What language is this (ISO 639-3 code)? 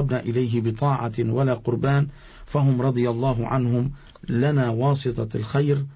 ara